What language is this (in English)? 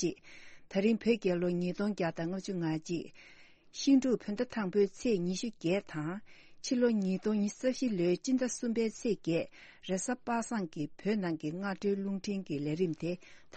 Tibetan